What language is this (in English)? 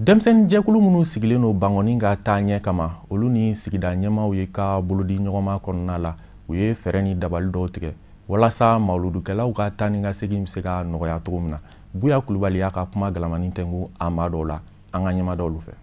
Bambara